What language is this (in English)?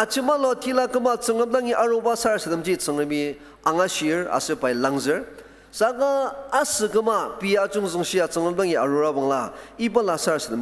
Ao Naga